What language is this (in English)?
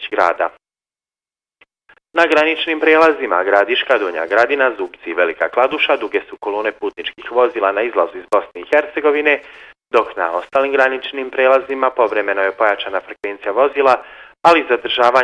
Bosnian